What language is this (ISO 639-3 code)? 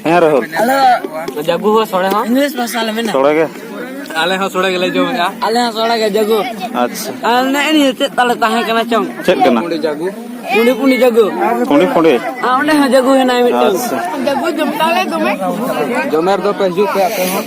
sat